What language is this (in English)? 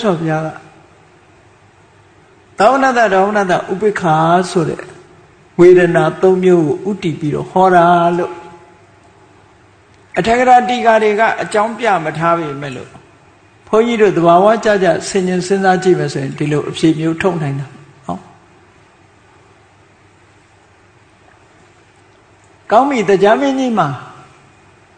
Burmese